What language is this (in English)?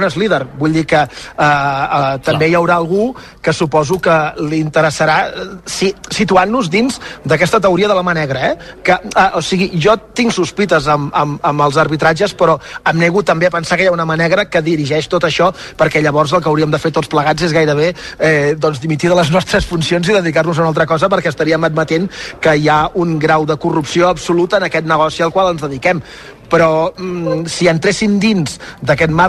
Catalan